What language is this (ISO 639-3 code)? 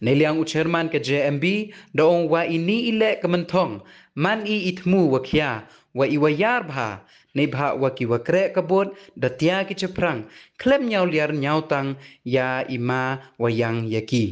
pbv